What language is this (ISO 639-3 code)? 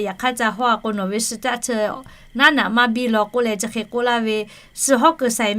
lhu